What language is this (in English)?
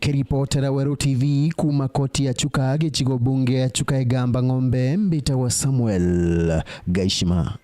Meru